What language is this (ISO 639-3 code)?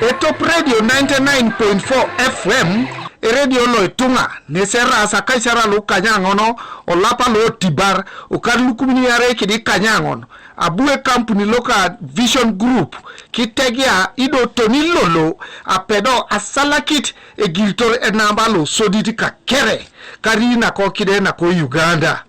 teo